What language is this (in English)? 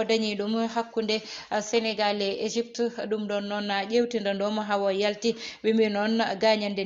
Fula